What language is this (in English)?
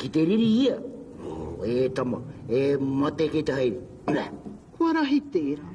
Māori